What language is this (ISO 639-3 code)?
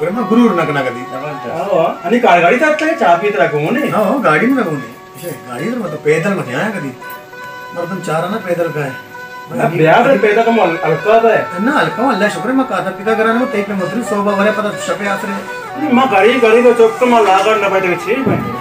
bal